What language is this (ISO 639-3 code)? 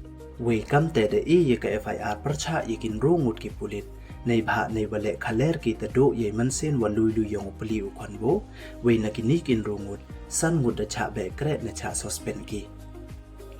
pbv